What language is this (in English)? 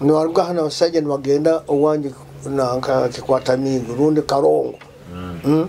Nyoro